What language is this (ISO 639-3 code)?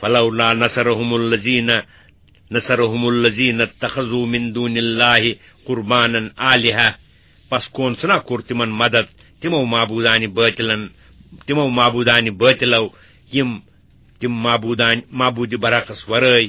kas